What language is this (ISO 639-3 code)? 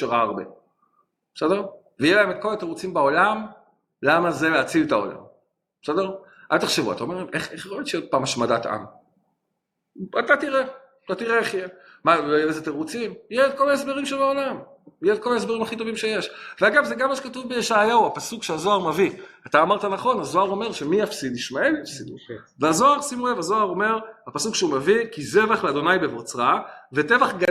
heb